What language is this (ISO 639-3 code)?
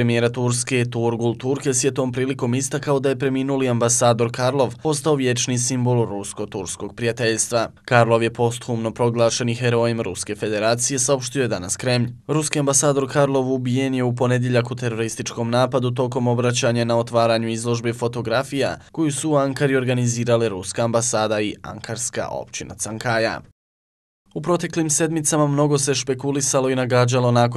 bos